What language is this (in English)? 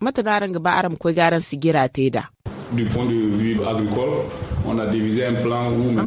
Zarma